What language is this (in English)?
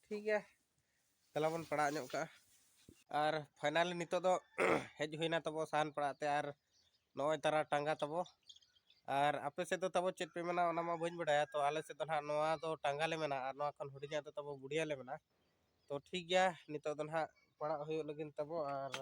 Santali